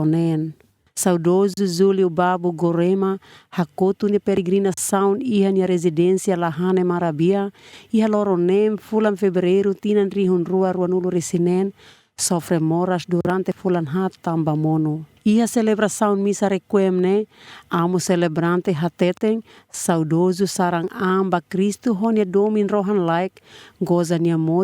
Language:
Tetum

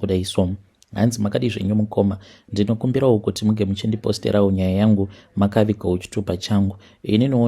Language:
Shona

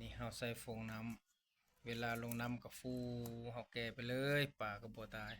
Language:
Lao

